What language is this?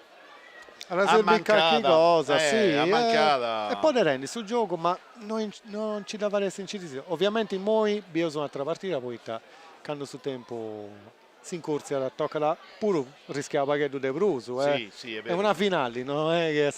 Sardinian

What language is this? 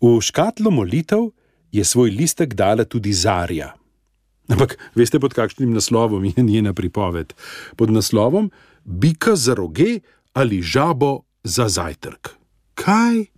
Slovenian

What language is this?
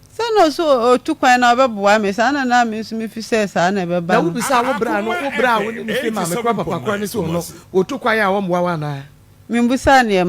Akan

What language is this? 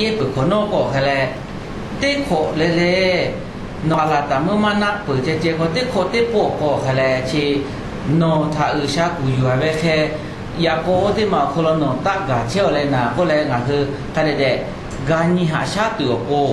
Lahu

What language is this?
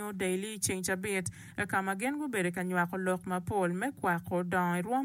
Acoli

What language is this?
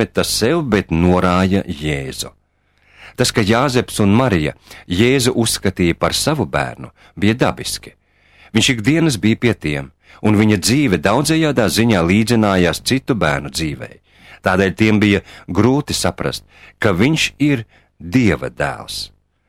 Latvian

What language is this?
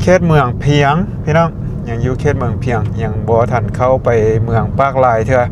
Lao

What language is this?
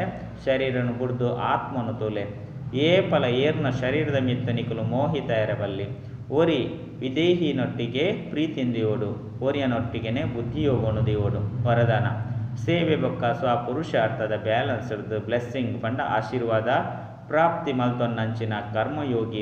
Tulu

